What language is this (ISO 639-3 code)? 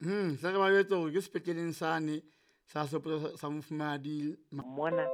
sot